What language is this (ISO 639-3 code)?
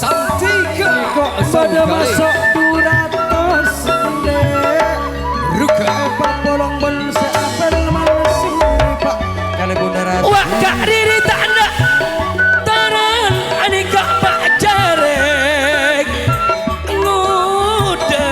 mad